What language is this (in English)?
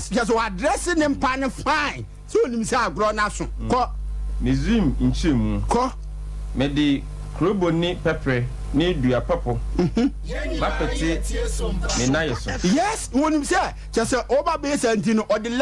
Akan